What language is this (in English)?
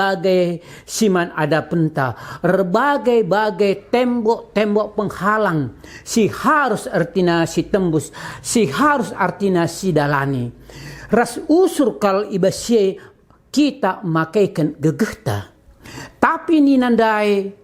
Batak Karo